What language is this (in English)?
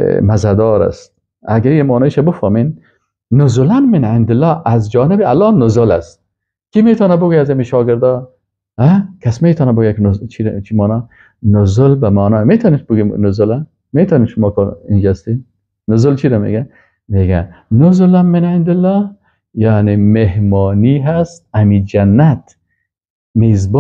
Persian